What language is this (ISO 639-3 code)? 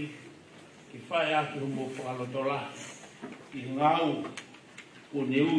ton